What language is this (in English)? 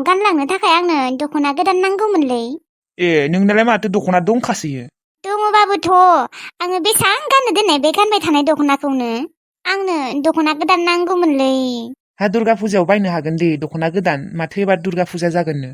Bodo